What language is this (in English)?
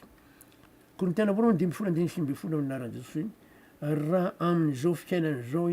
Malagasy